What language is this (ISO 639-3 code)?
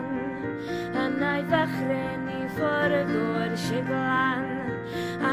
cym